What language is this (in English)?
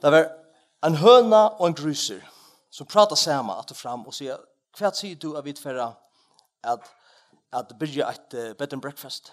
Faroese